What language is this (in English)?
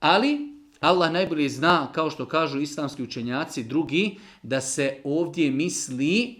Bosnian